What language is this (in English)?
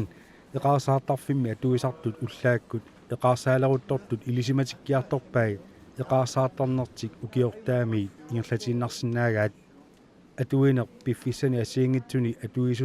Kalaallisut